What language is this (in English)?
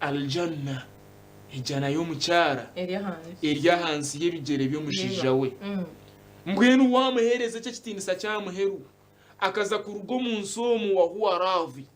Nyankole